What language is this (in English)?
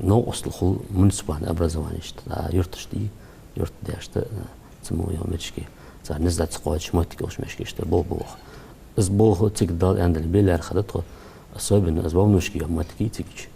Ingush